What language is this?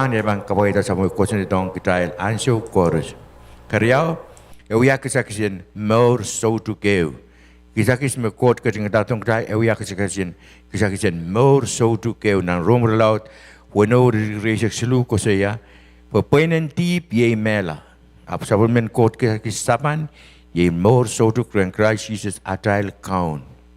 Pohnpeian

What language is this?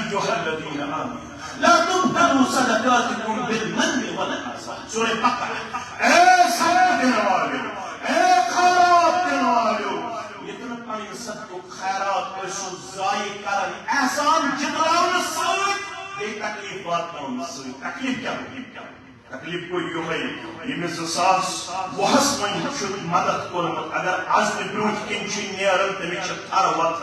Kashmiri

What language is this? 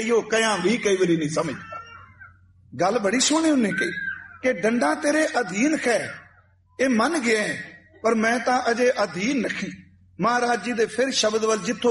Punjabi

